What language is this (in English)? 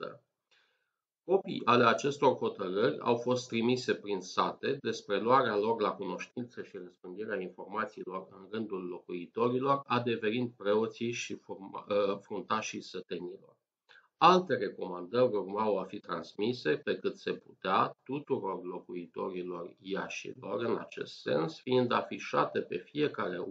Romanian